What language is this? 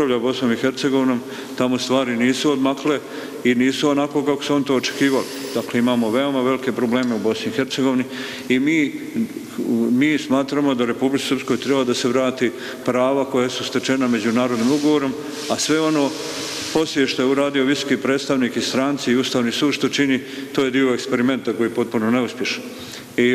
Serbian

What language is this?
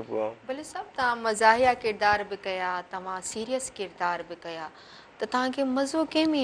Sindhi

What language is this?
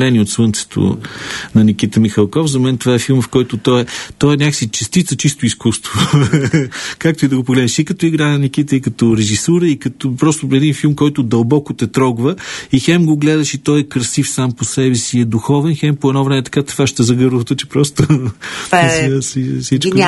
Bulgarian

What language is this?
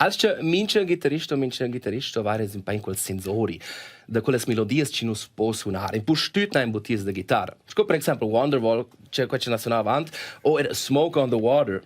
Romansh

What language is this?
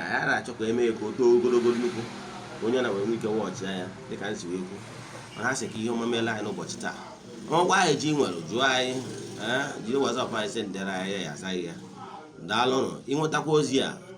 Igbo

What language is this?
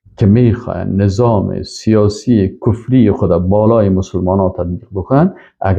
Persian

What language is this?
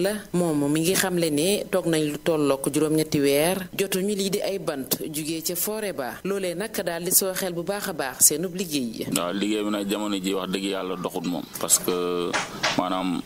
Wolof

